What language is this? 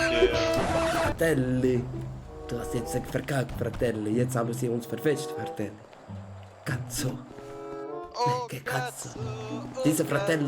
Swiss German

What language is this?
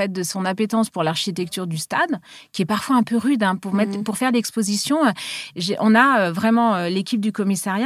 French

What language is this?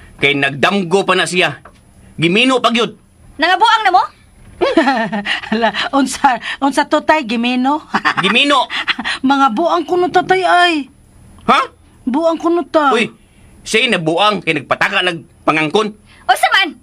Cebuano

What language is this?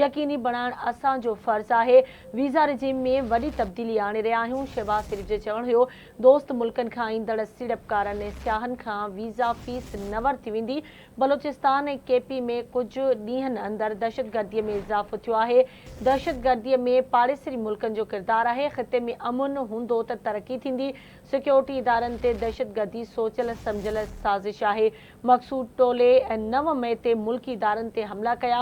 Sindhi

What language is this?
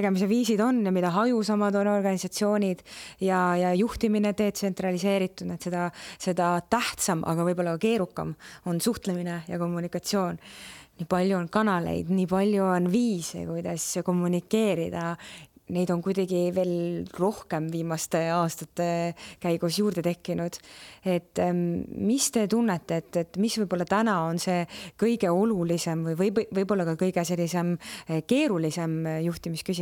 Estonian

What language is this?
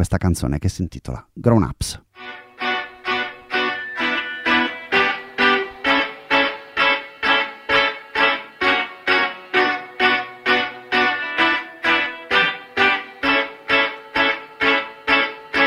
Italian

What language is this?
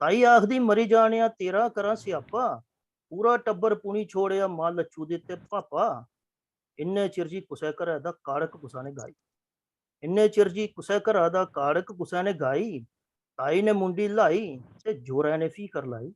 Dogri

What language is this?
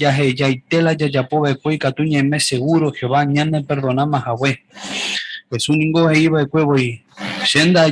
Guarani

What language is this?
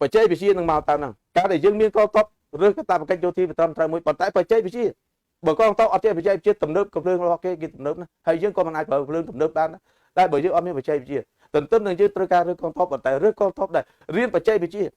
Khmer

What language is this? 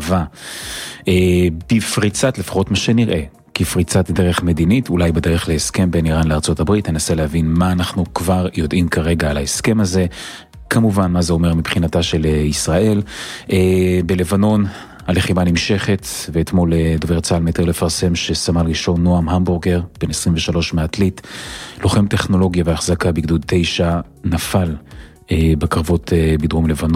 Hebrew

